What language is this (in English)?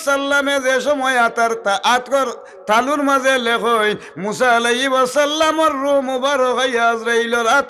Sylheti